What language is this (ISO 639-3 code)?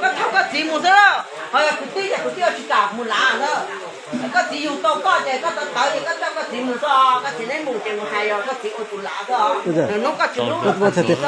hmn